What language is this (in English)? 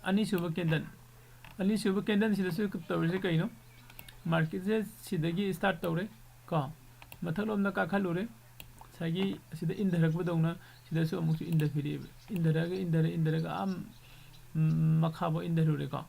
Manipuri